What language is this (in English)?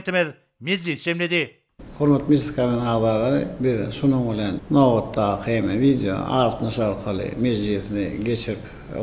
Turkmen